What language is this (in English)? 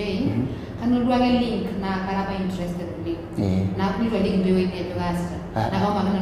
Masai